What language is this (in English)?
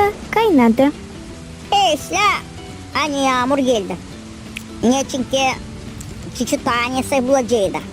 Gagauz